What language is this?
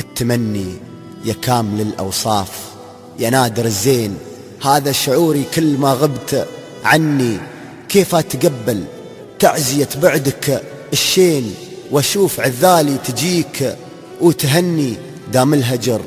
Najdi Arabic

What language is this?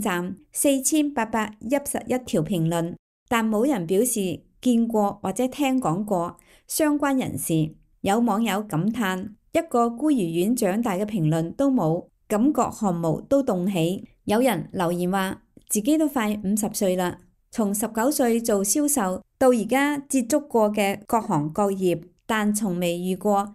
Cantonese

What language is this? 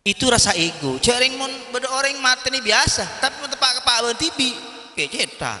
Madurese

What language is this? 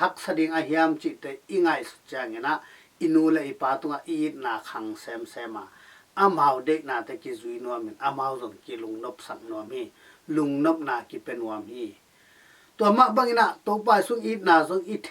Tedim Chin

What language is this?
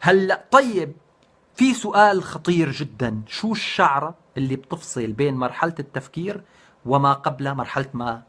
North Levantine Arabic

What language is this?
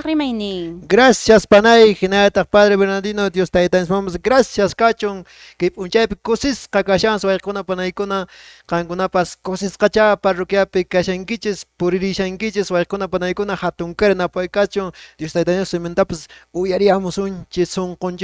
Quechua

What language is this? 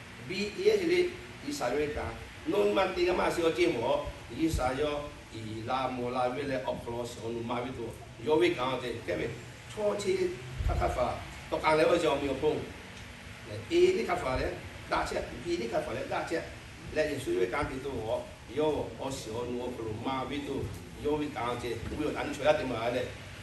Lahu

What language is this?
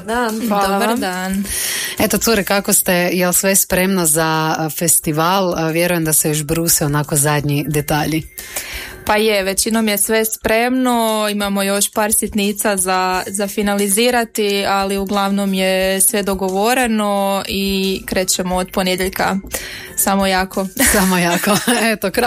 Croatian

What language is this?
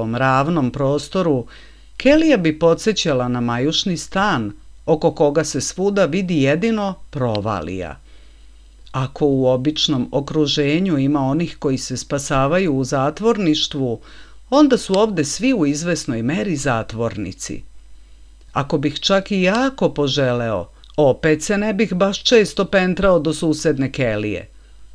Serbian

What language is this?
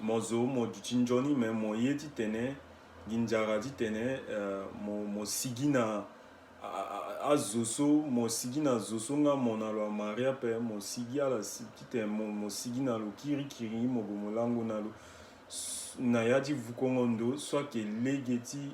Sango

